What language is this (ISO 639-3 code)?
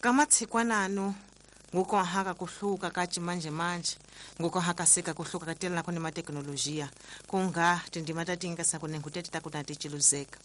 tso